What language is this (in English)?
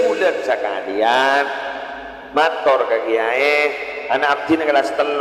Madurese